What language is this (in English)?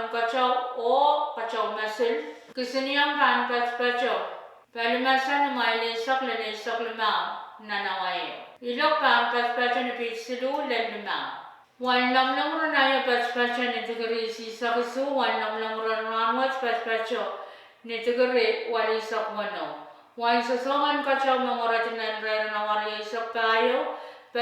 Pohnpeian